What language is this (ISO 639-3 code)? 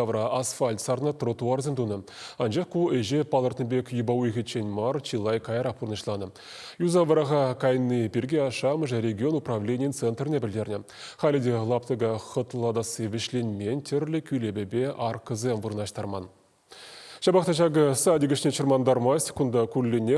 chv